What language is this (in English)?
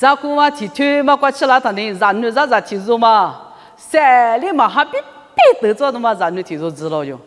Lisu